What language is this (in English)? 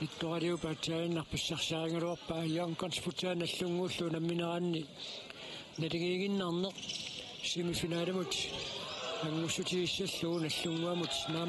Kalaallisut